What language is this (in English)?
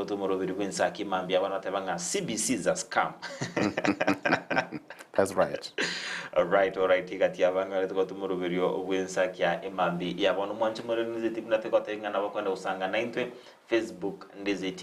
Gusii